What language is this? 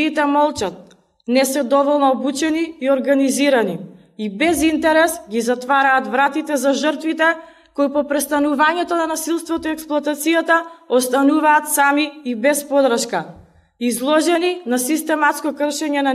Macedonian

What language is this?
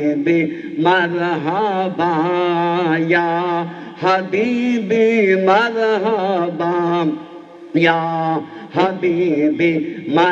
Urdu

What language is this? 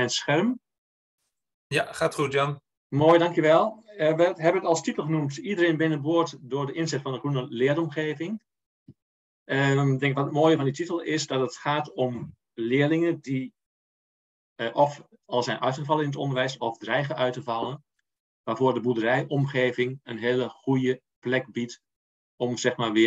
Dutch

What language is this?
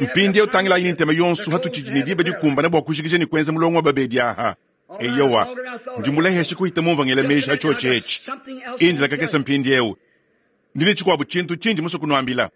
Luba-Lulua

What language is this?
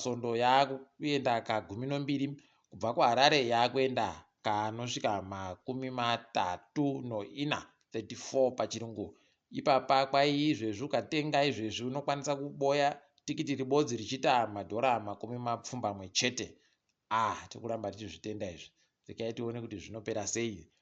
Ndau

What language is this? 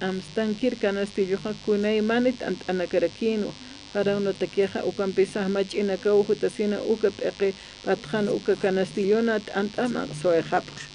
Aymara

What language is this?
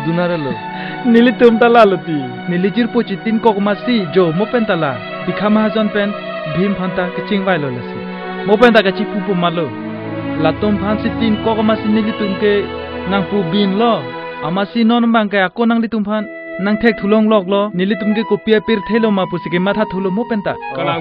Karbi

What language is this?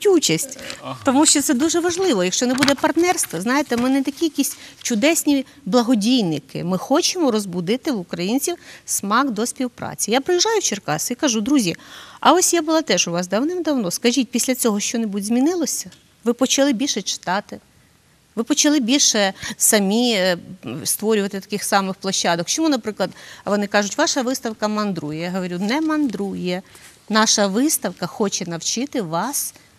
Ukrainian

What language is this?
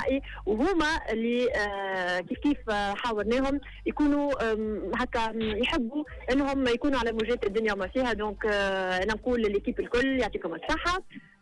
Tunisian Arabic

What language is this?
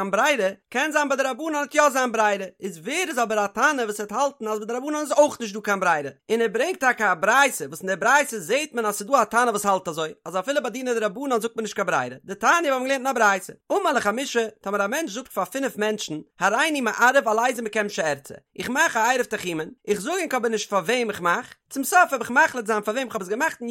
Yiddish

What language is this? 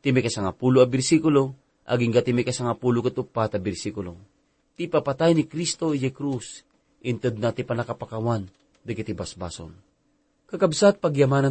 Iloko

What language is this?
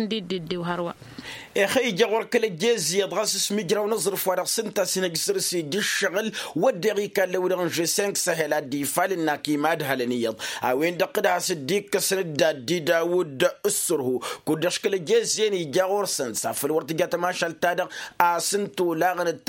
Tamasheq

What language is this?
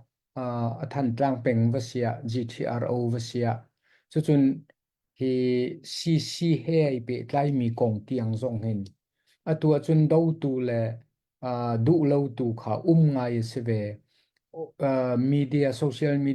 Hakha Chin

